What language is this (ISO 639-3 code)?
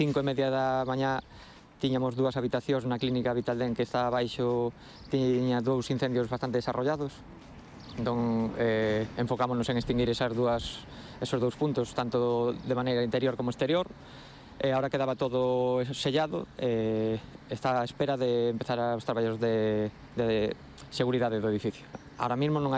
glg